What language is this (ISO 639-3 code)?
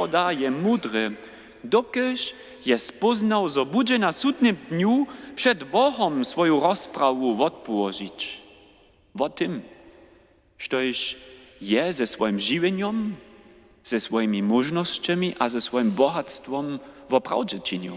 hsb